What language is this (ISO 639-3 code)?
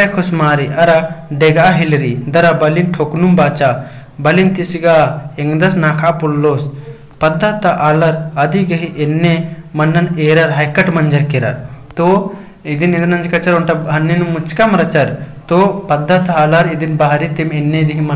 kru